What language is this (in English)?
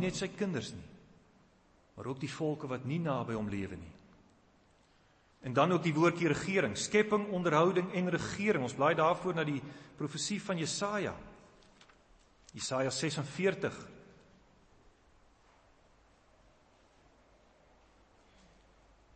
Afrikaans